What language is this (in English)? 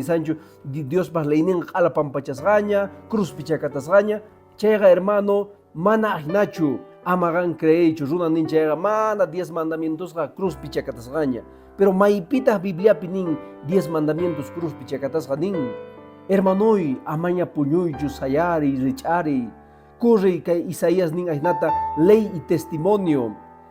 Quechua